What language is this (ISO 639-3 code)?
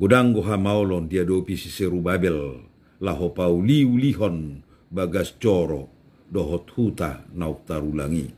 bbc